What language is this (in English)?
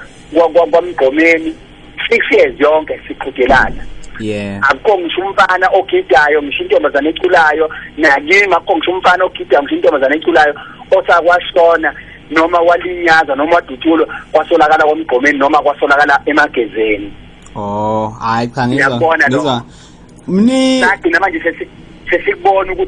Zulu